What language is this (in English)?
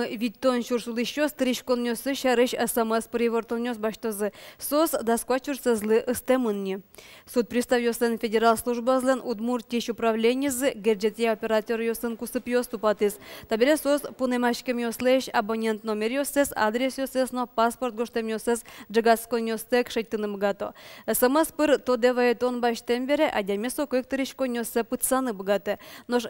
Udmurt